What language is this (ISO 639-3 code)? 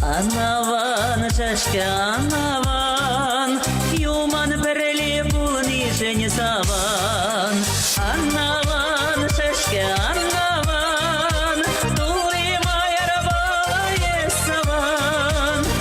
chv